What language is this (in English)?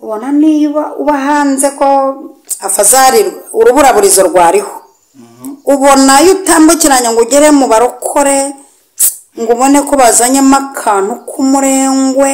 Kinyarwanda